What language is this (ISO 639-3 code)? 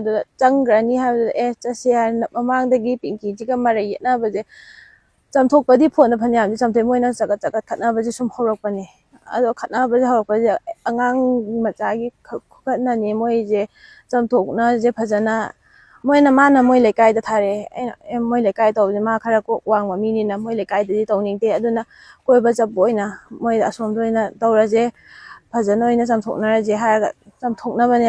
mni